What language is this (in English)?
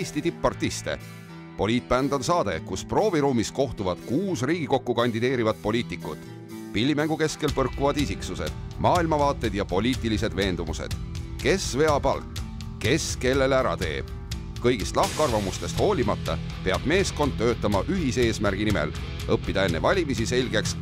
Estonian